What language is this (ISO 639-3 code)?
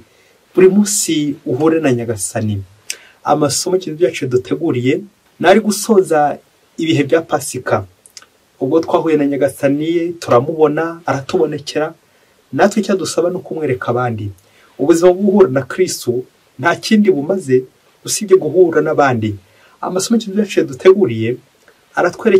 kin